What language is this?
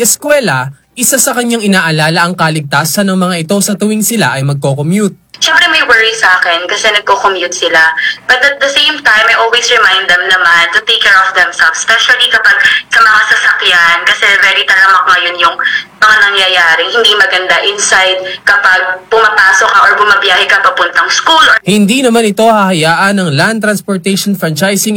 Filipino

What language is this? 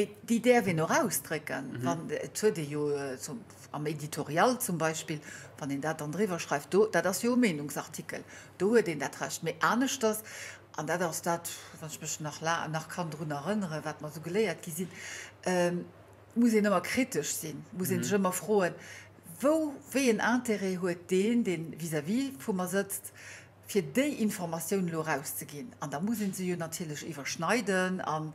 Luxembourgish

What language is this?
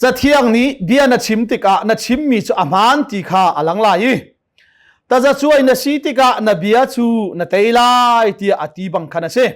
Hakha Chin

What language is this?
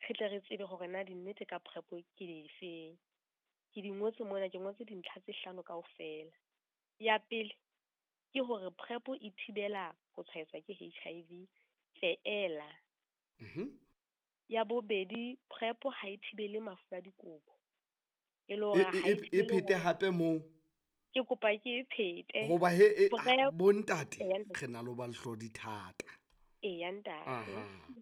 Southern Sotho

